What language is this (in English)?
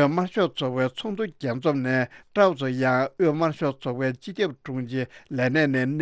Tibetan